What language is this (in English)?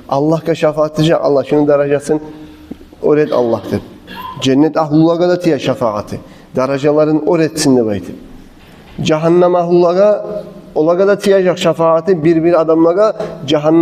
Kumyk